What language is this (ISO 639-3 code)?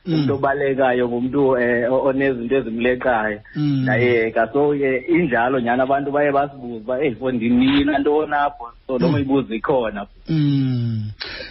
xho